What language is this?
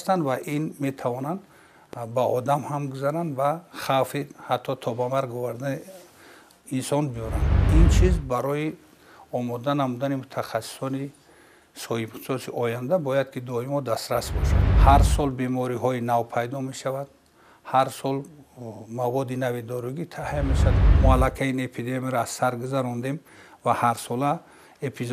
Tajik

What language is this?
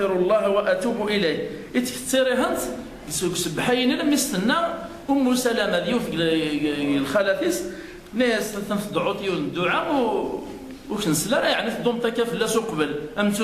Kabyle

